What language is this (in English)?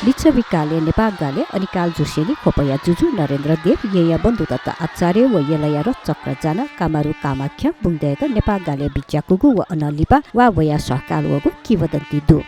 Newari